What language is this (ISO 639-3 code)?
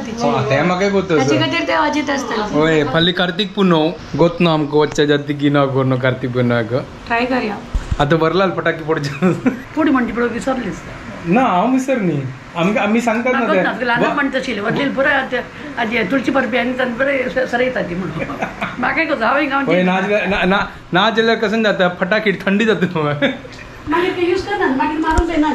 kok